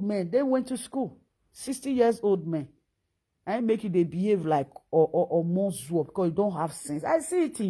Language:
Nigerian Pidgin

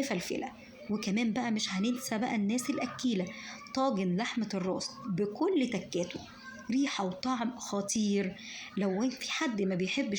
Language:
Egyptian Arabic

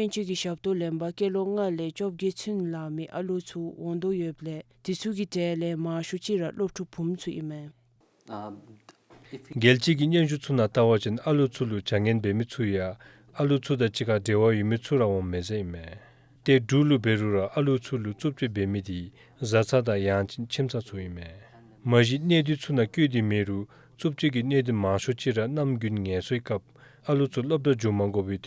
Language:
Dzongkha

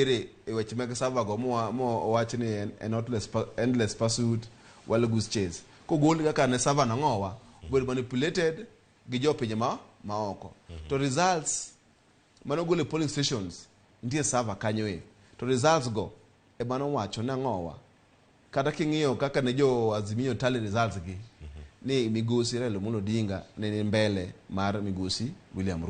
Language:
Luo (Kenya and Tanzania)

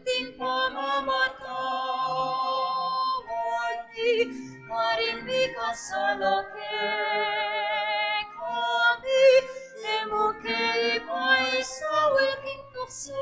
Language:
Pampanga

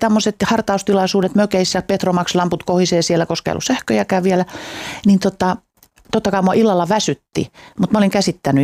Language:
Finnish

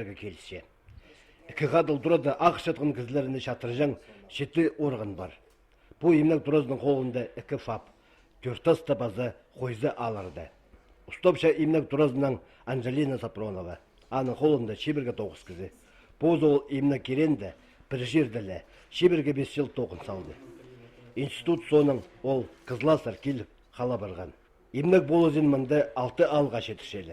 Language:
Khakas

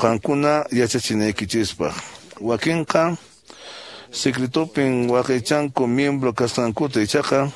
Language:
Quechua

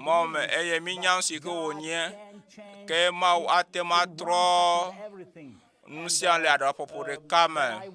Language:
Ewe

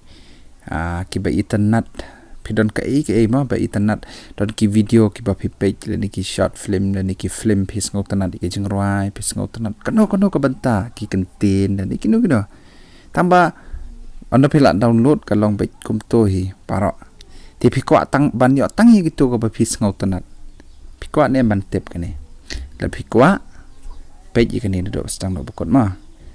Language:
Khasi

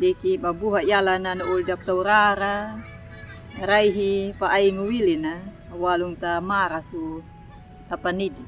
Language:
Anakalangu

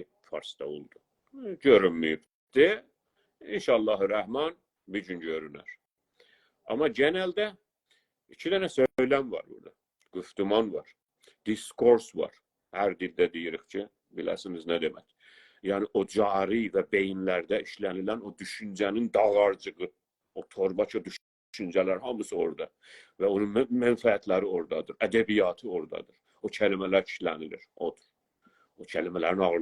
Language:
South Azerbaijani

